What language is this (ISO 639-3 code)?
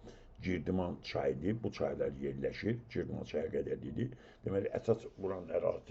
aze